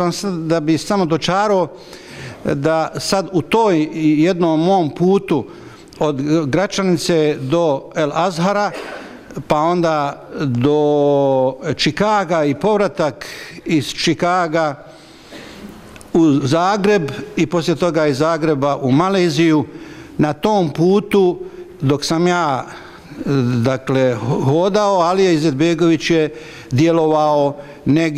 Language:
Bosnian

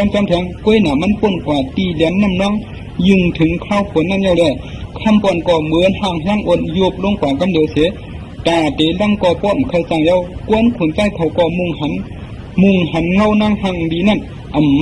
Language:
Shan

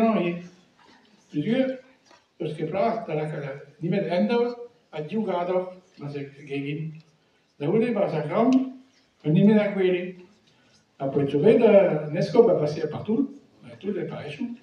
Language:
Breton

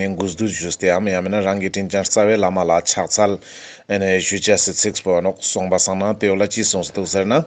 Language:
Ladakhi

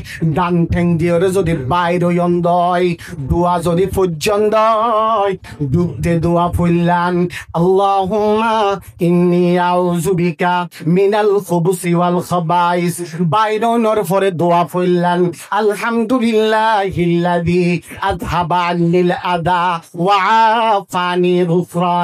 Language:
Rohingya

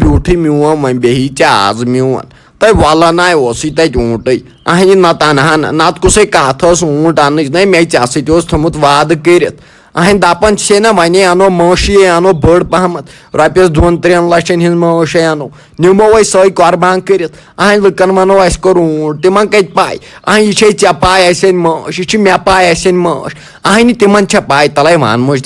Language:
Kashmiri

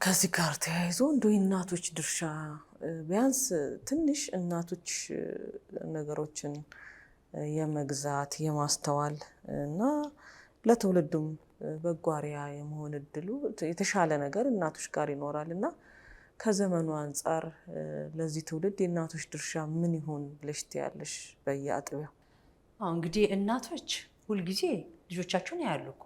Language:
Amharic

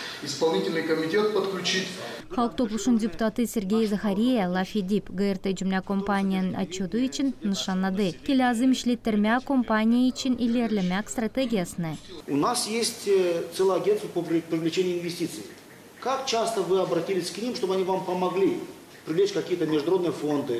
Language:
Gagauz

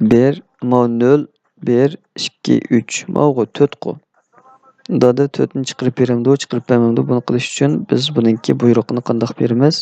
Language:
Uyghur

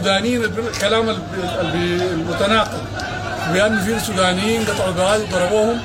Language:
Sudanese Arabic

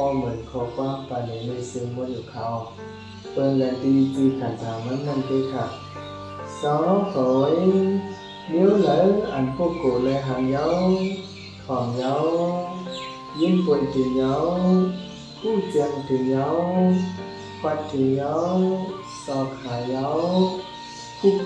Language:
Shan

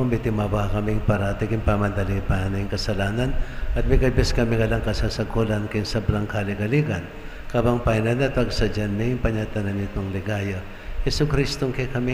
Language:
Pampanga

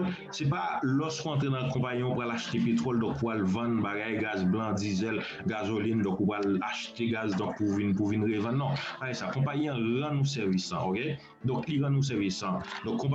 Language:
Haitian Creole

